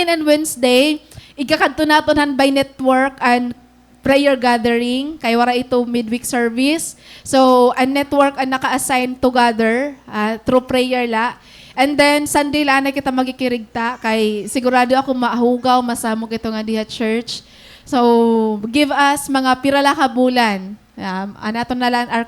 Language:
Waray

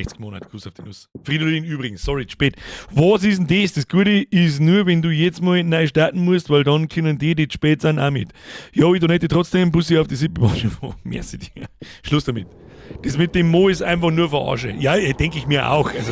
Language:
Bavarian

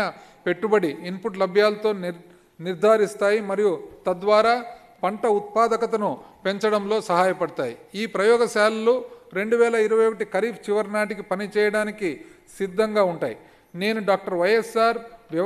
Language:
Telugu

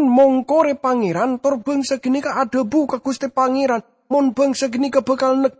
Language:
Madurese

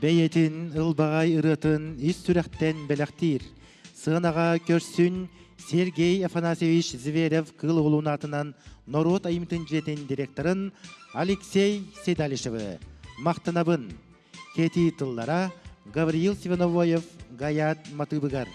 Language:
Yakut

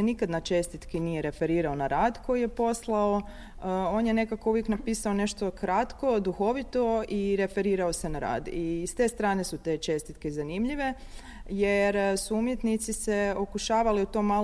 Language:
Croatian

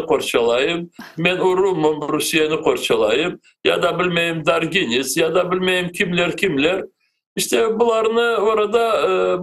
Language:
Crimean Tatar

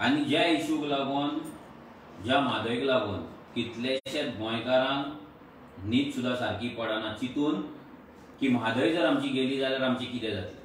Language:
Konkani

